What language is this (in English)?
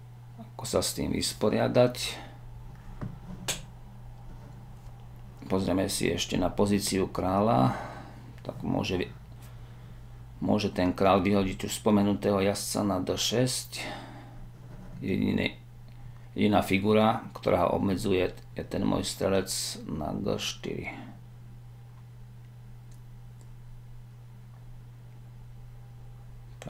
Slovak